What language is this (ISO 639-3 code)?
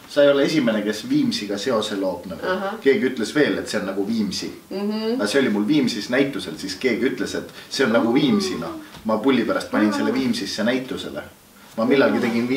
est